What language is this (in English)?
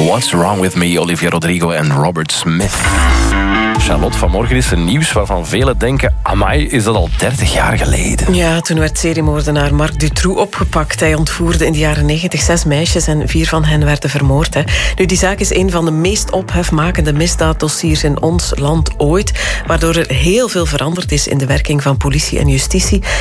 Dutch